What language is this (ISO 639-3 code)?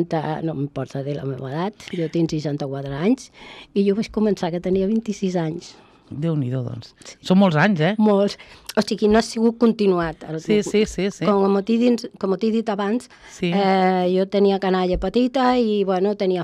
cat